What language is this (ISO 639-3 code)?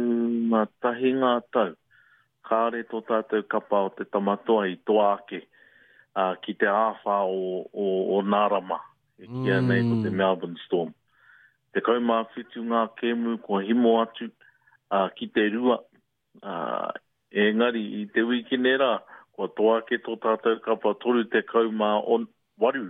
mri